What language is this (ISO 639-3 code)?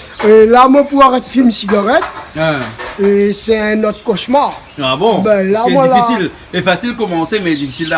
rcf